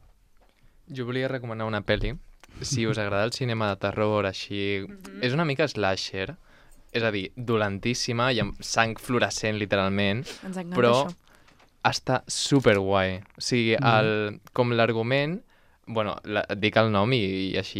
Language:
Catalan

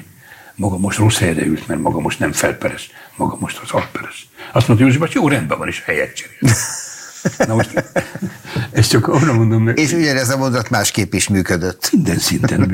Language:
Hungarian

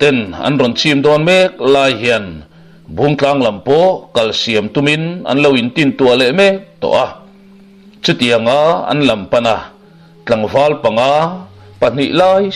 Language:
Mizo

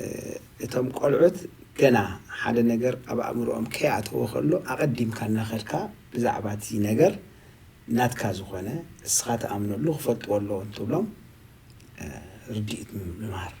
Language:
Tigrinya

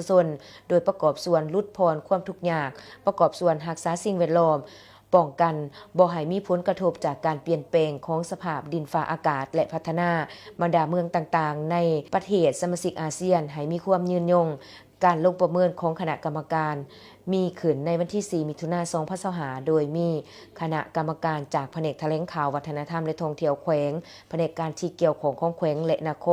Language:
Lao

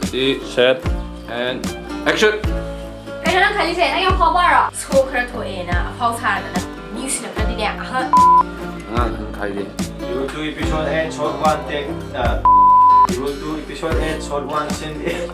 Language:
Manipuri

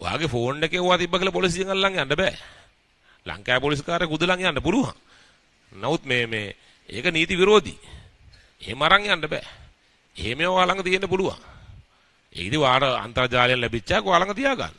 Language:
Sinhala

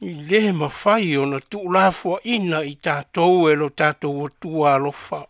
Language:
Samoan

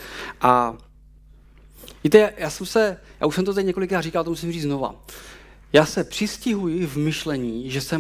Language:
Czech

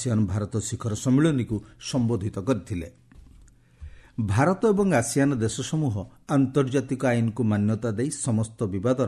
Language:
Odia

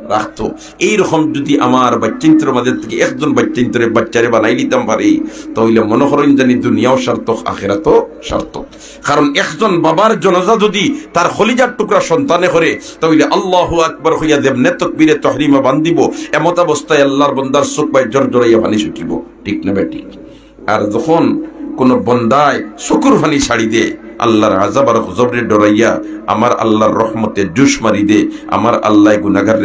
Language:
Sylheti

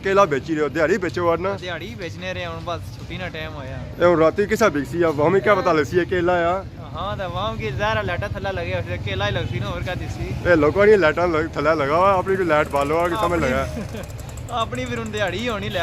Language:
Pahari-Potwari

